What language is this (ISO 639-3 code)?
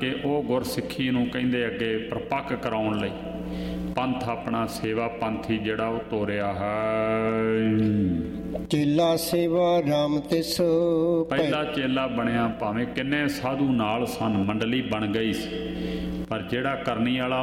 pan